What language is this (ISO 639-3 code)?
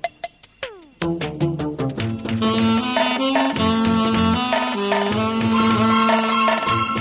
tel